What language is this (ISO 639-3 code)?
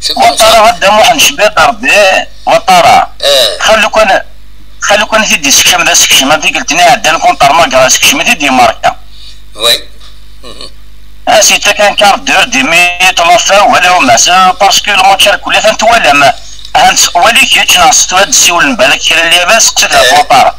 kab